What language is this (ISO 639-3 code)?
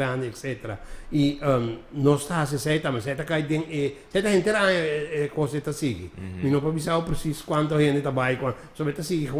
pap